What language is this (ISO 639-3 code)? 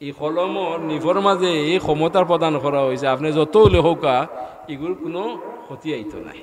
syl